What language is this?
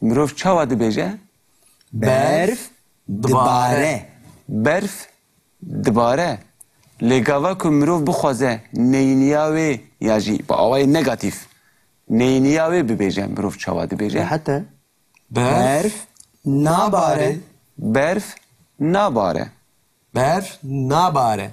Kurdish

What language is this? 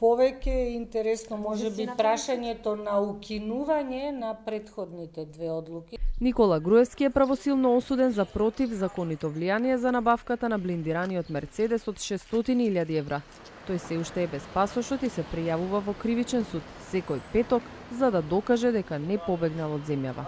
Macedonian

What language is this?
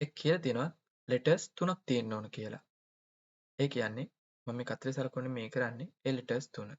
Sinhala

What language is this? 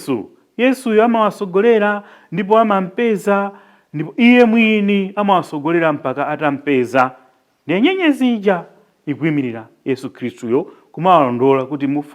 Nyanja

